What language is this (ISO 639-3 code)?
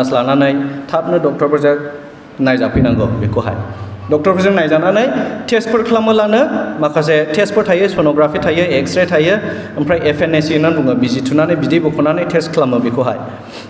brx